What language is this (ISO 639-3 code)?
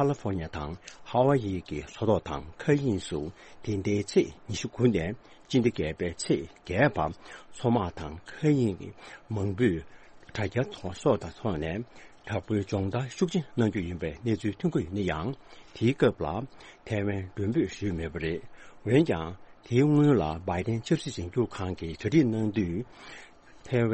bod